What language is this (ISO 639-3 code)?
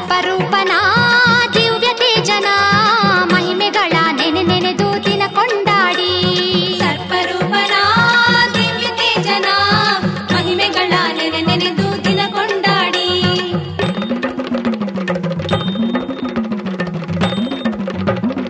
kan